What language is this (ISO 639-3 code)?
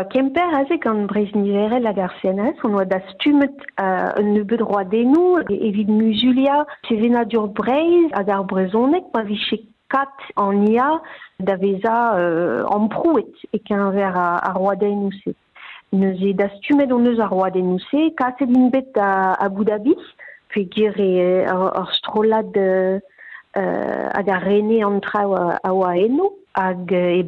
bre